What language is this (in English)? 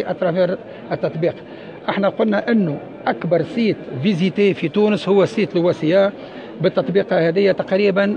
Tunisian Arabic